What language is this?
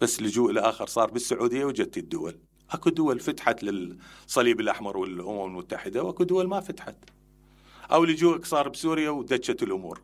Mesopotamian Arabic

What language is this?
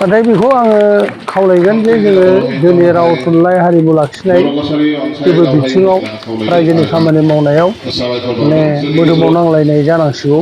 Bodo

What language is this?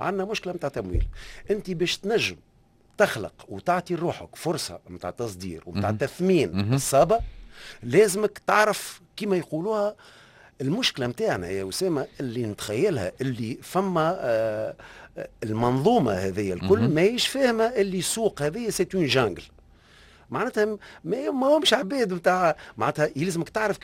Tunisian Arabic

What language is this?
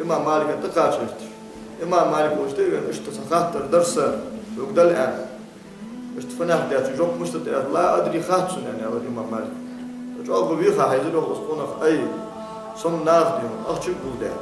Ingush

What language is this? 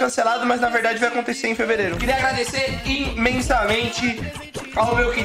Portuguese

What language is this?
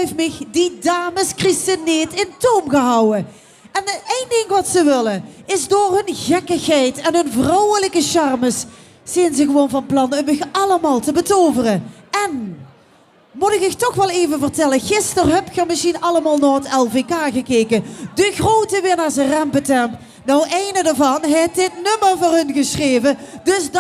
Limburgish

